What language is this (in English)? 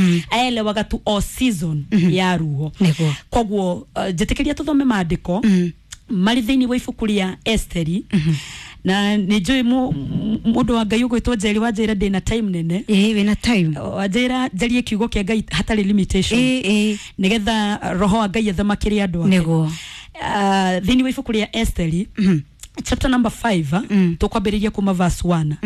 Kikuyu